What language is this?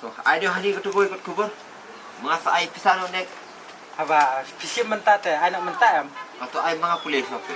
Khasi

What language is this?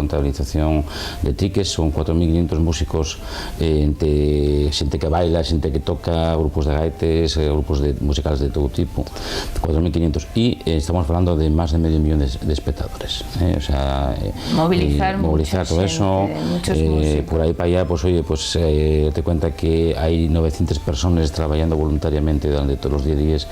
Asturian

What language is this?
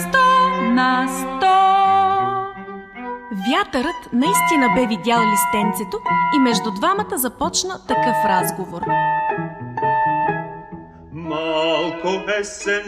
Bulgarian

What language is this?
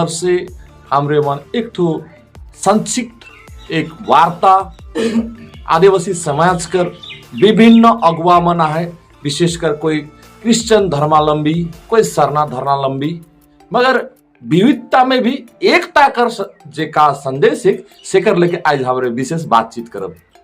Sadri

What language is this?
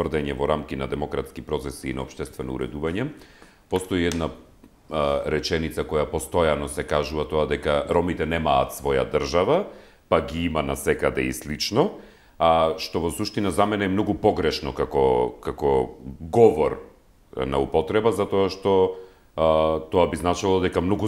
Macedonian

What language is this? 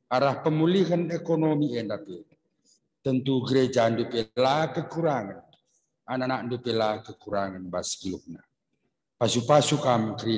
Batak Karo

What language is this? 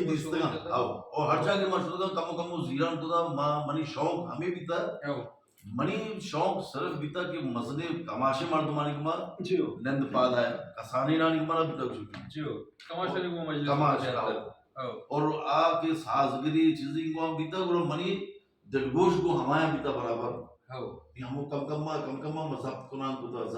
Baluchi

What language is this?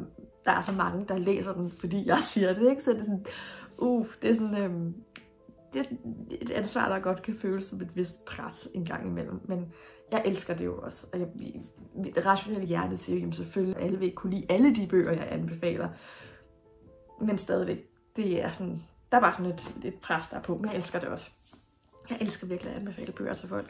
Danish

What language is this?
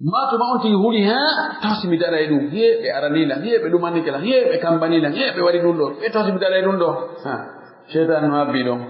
Pular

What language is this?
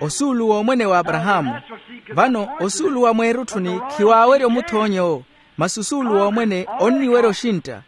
Makhuwa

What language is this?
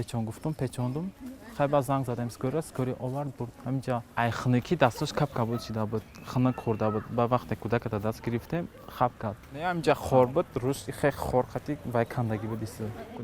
Tajik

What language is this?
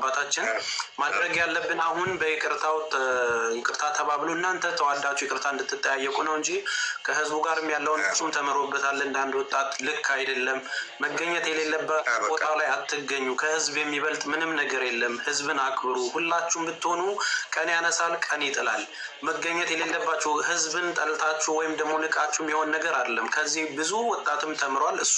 Amharic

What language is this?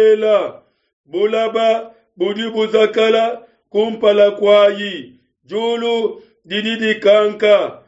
Luba-Lulua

